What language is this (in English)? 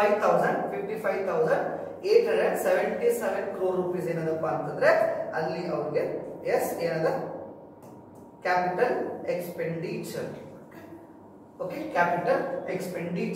Kannada